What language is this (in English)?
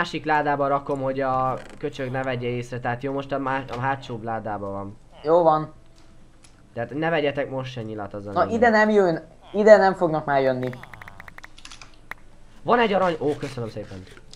Hungarian